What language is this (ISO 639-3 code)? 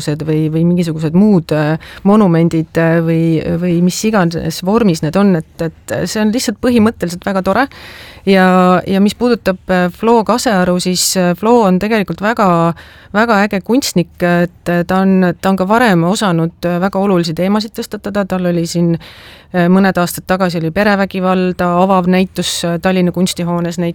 est